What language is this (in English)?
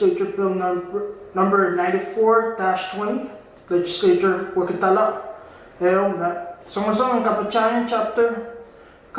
Pohnpeian